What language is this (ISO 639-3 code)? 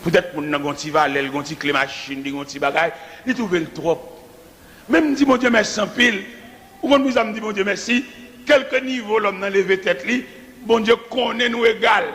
hat